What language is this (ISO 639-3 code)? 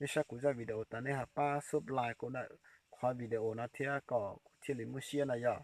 hmn